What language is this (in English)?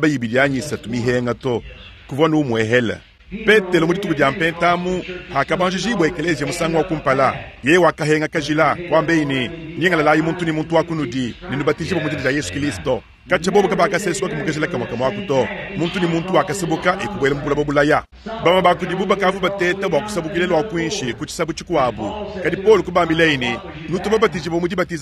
Luba-Lulua